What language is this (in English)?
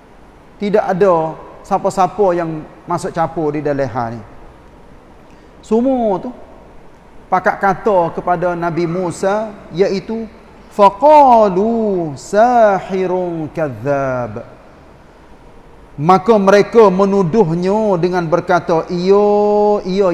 Malay